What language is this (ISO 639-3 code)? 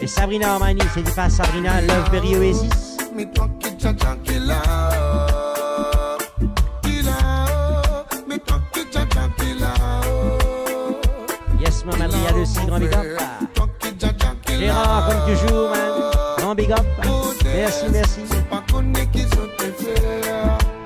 mfe